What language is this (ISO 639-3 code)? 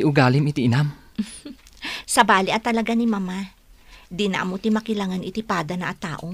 ilo